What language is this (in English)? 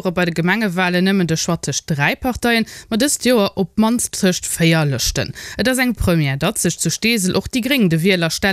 Luxembourgish